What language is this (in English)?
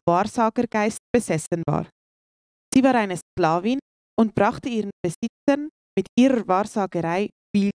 Swiss German